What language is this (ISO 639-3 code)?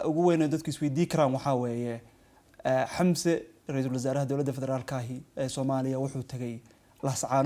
som